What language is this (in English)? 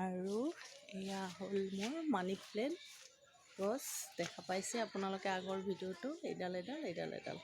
Assamese